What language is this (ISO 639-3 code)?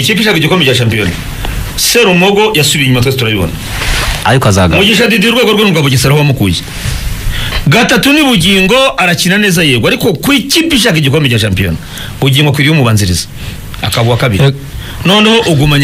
kin